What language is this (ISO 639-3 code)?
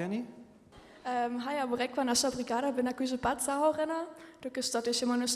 hsb